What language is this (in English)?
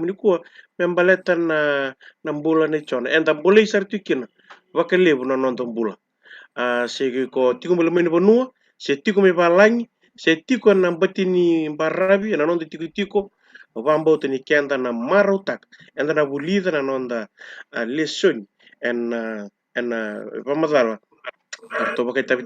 Fijian